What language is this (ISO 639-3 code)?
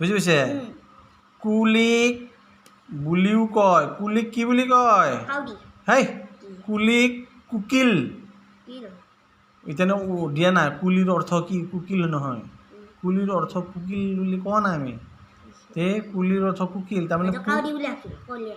asm